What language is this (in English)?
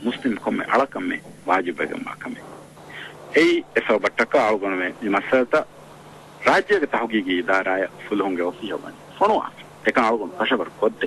Divehi